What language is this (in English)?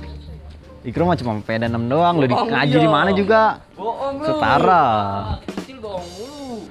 Betawi